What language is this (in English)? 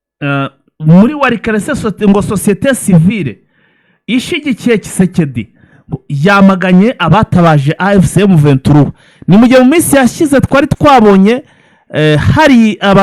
Kinyarwanda